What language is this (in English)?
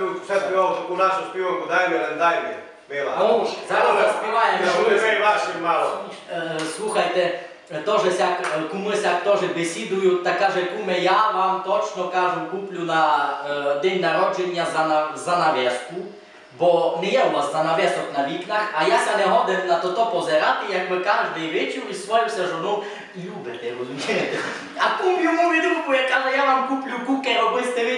Rusyn